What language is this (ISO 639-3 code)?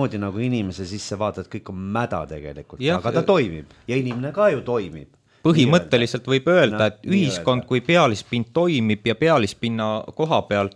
est